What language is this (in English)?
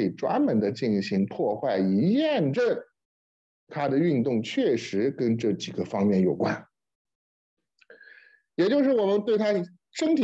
Chinese